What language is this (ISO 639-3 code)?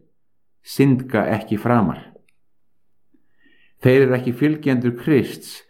isl